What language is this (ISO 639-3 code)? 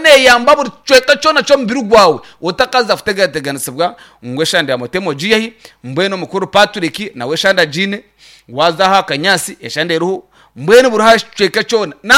nyn